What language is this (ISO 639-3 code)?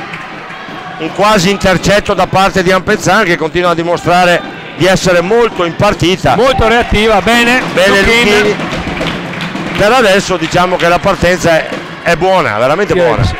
ita